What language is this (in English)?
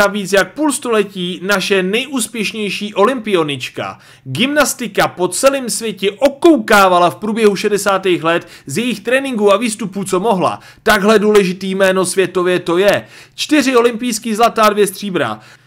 Czech